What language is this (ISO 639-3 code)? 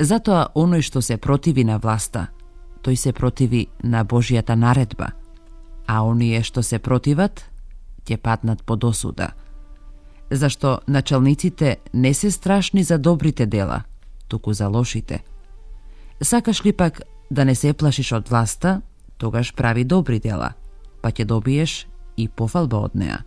mkd